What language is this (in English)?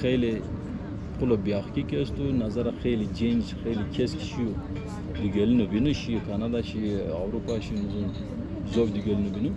Zaza